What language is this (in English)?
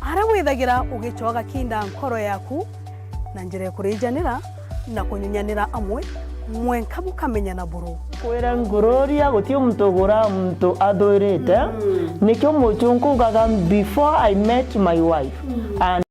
Meru